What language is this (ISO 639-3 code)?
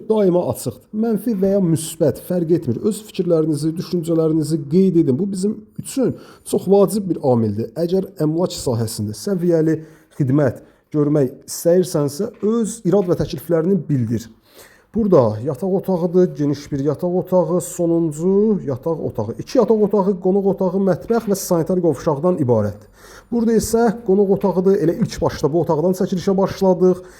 aze